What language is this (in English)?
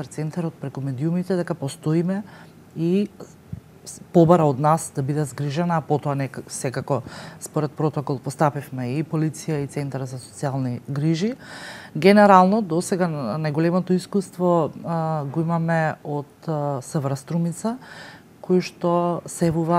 Macedonian